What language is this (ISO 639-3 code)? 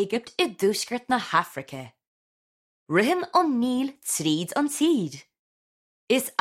gle